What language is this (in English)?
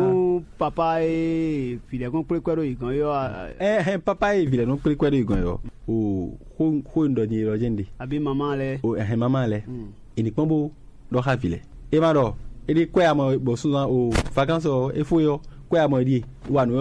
Fon